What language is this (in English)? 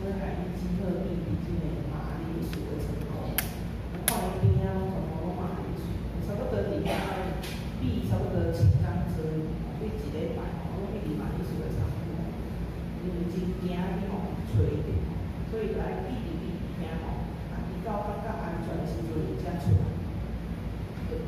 Min Nan Chinese